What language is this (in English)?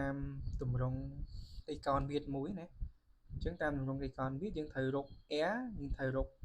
Khmer